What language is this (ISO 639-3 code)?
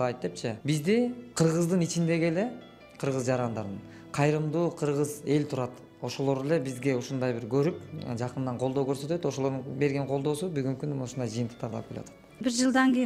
kir